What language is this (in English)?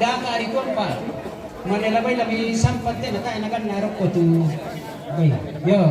Toraja-Sa'dan